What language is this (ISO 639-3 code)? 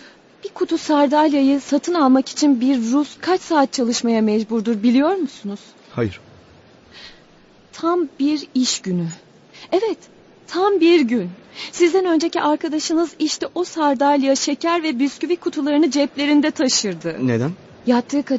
tur